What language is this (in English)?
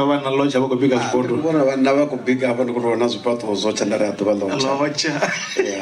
Venda